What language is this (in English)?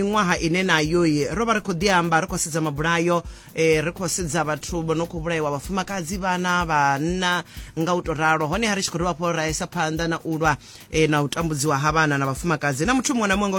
Venda